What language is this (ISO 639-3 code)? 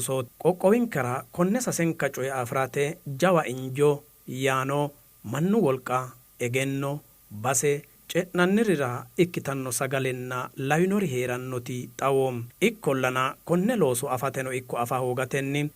sid